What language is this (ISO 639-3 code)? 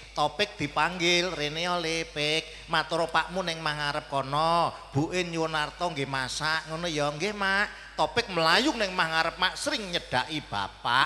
jav